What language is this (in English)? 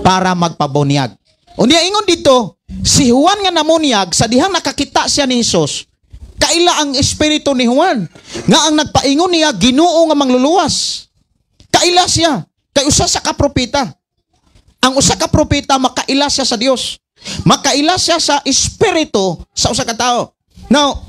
Cebuano